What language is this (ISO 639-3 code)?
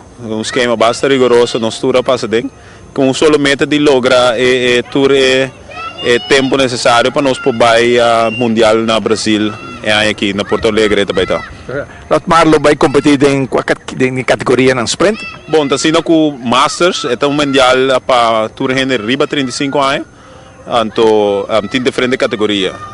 pap